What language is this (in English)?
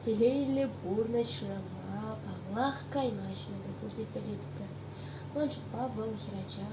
Chuvash